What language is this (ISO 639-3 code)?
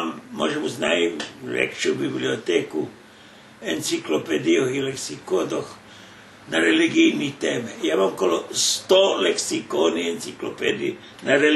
rue